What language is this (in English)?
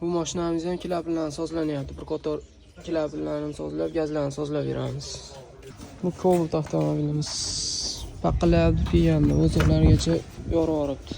Uzbek